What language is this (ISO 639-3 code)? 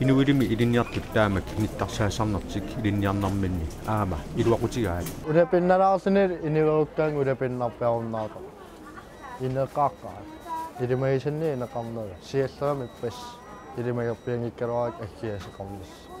kal